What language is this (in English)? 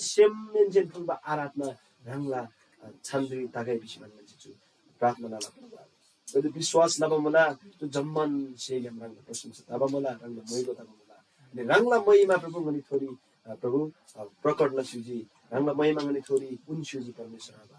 Eastern Tamang